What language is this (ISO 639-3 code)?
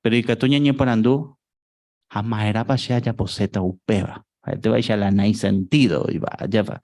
grn